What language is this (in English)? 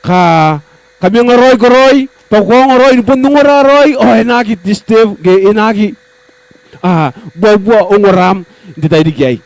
Gilbertese